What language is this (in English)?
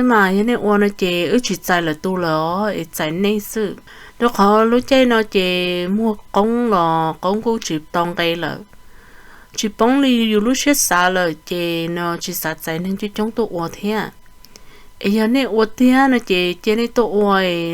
Hmong